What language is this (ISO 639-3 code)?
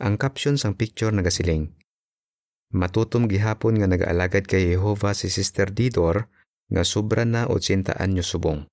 hil